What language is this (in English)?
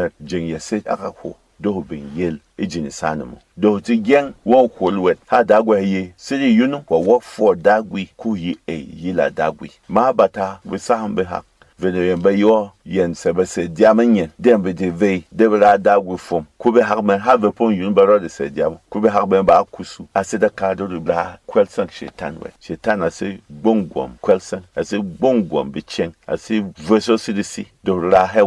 Berom